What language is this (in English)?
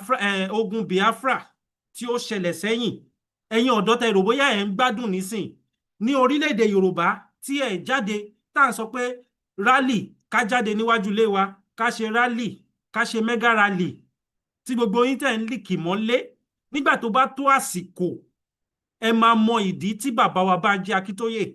Yoruba